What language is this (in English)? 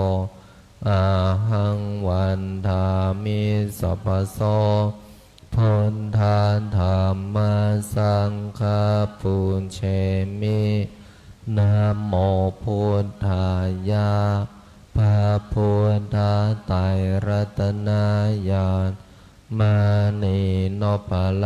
Pali